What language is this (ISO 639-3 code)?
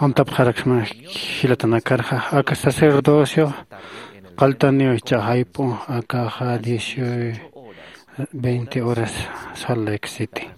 aym